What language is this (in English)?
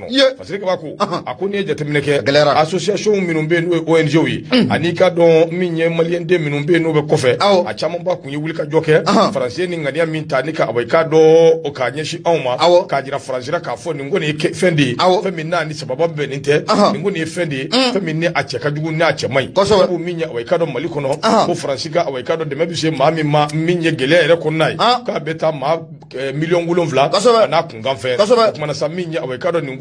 Bambara